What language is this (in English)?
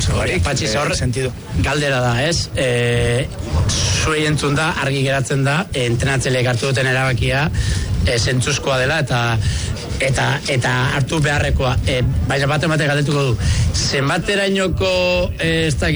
Basque